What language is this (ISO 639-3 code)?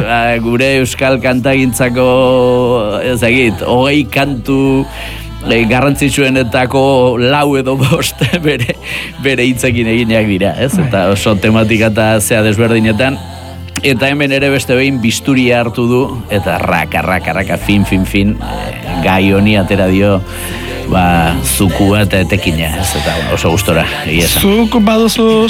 eus